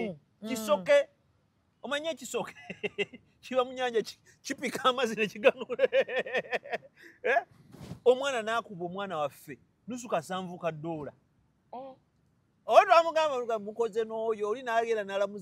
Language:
Ganda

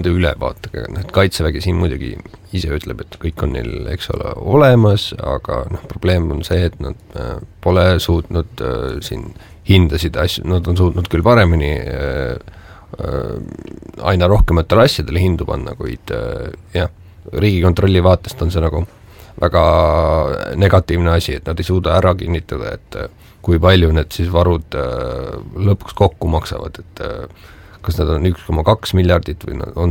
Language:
Estonian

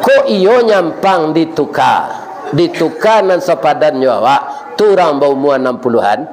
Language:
Minangkabau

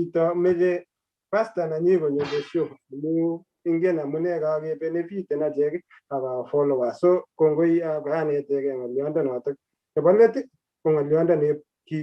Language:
Kalenjin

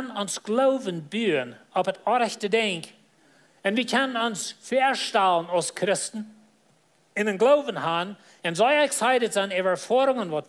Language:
Plautdietsch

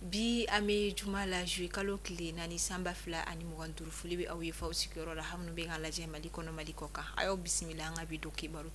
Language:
Bambara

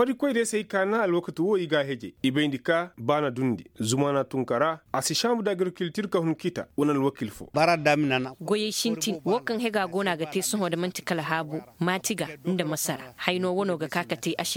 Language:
Koyraboro Senni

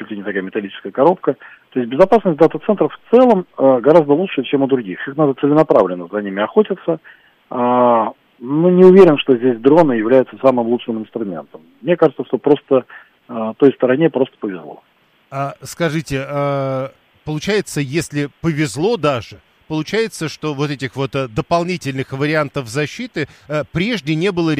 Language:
Russian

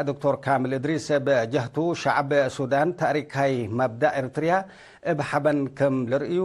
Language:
Tigre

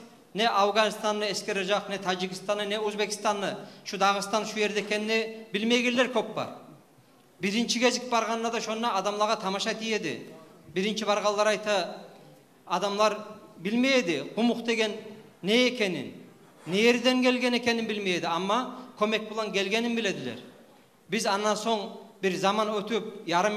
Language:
Kumyk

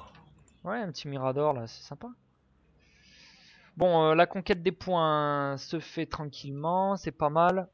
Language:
French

